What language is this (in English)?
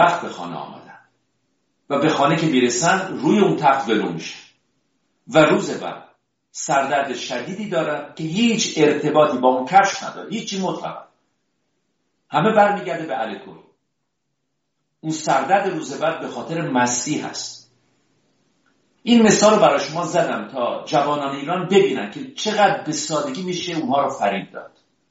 Persian